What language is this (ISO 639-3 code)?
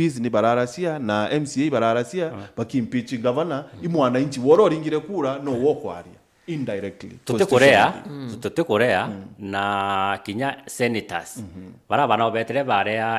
mer